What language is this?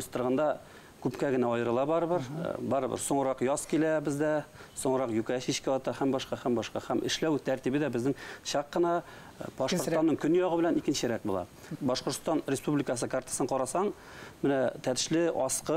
Bashkir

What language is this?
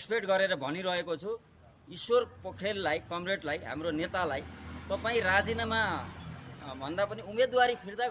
Nepali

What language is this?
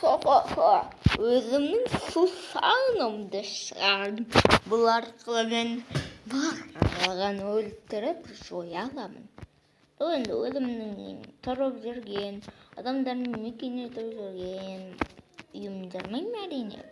Kazakh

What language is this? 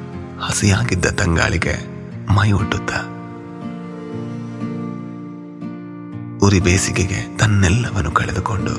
Kannada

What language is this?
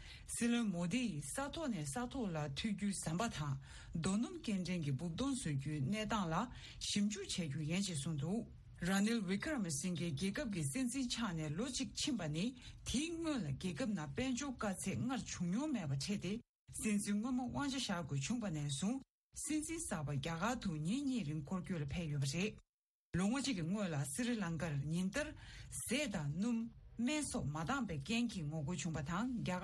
Tibetan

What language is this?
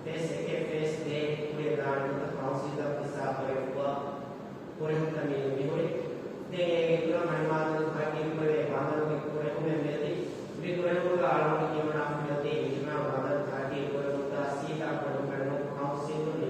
Divehi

